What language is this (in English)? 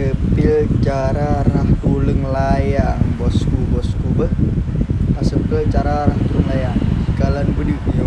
Achinese